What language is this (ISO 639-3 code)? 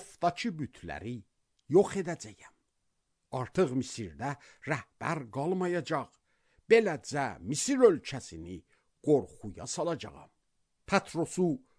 aze